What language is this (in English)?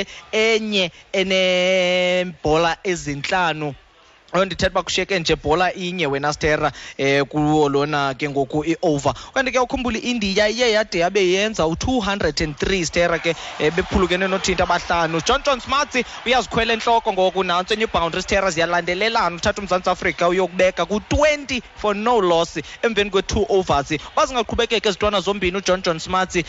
Xhosa